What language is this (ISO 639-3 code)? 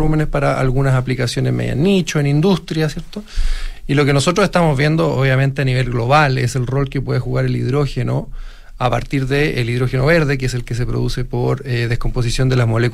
spa